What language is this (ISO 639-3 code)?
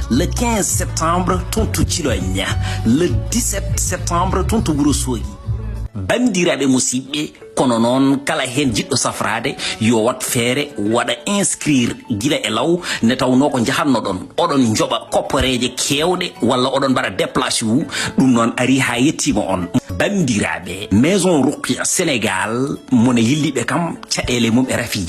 ful